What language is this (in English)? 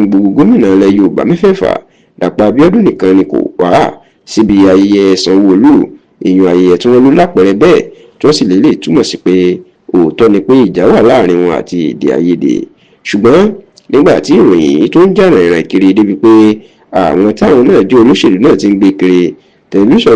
Yoruba